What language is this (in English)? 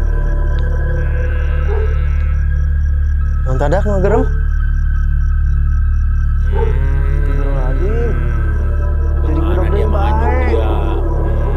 Sundanese